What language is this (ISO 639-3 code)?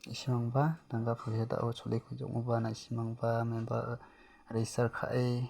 grt